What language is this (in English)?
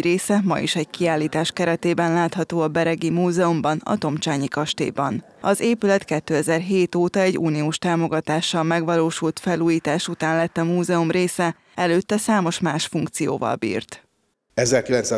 Hungarian